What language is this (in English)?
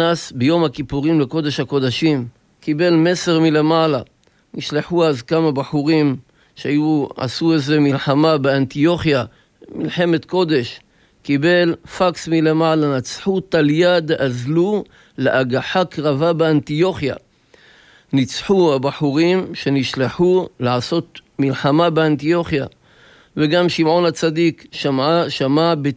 Hebrew